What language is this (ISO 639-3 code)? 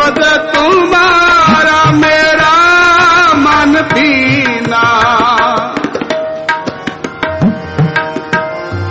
pan